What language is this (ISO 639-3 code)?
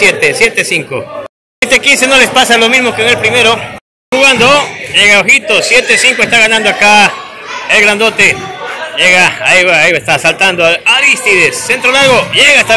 spa